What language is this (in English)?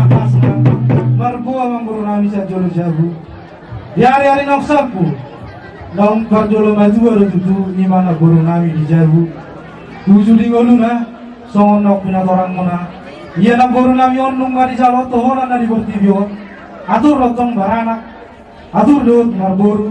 Batak Toba